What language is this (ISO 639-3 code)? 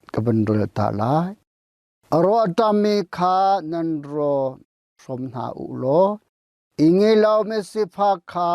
cnh